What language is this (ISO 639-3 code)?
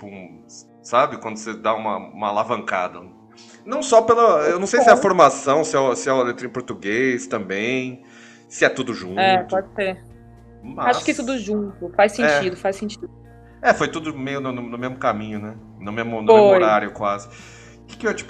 por